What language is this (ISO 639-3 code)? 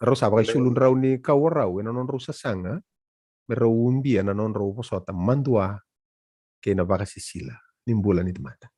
fij